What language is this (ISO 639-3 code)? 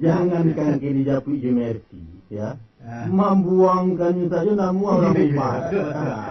min